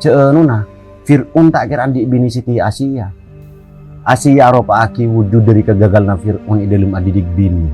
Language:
Madurese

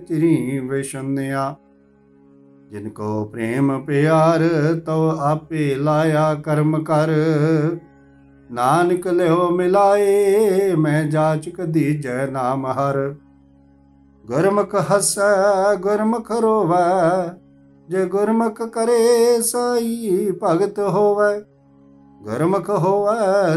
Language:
Punjabi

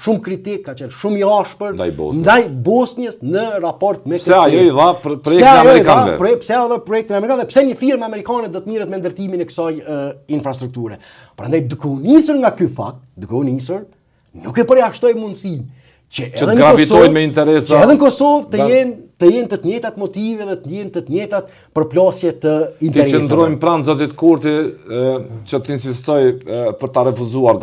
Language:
Albanian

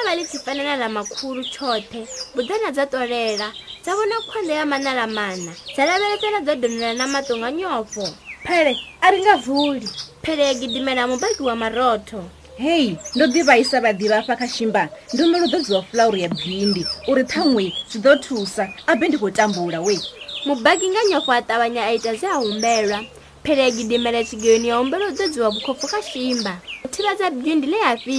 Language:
Venda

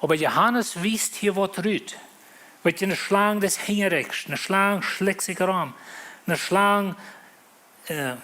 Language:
Plautdietsch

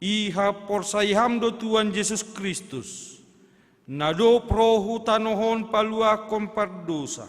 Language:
Batak Simalungun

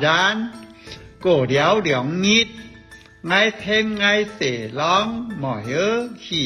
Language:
Hakka Chinese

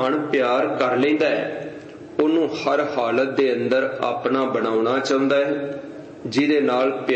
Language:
Punjabi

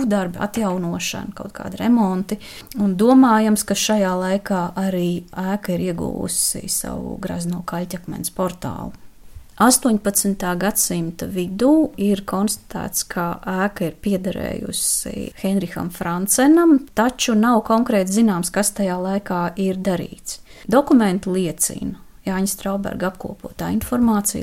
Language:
Latvian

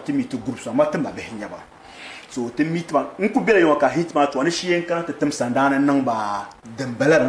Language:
Dagbani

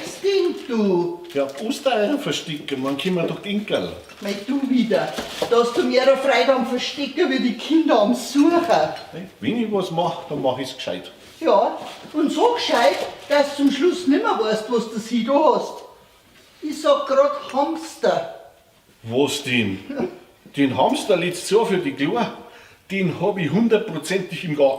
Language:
Bavarian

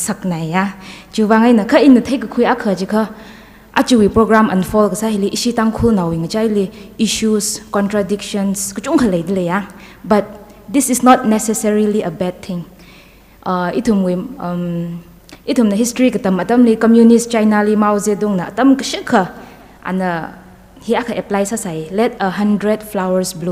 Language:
Tangkhul Naga (India)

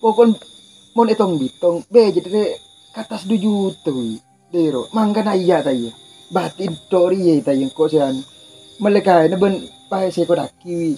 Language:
Madurese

